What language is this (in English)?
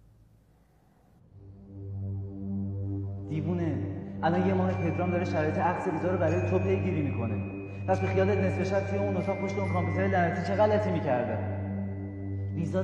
Persian